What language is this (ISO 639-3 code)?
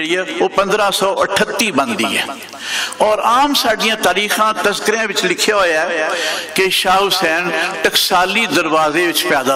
lah